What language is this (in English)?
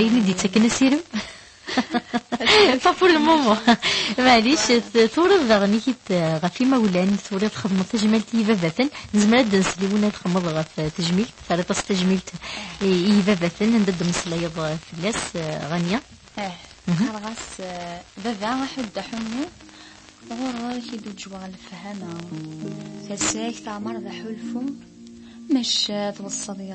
Kabyle